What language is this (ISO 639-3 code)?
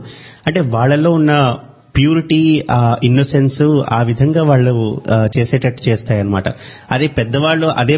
tel